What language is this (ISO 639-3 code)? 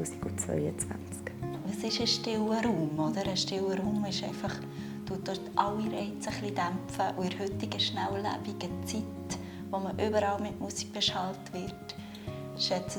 gsw